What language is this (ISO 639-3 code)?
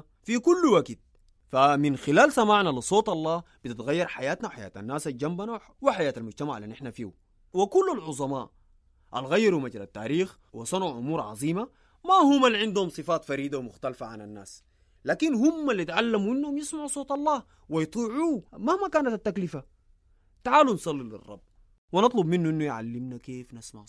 apd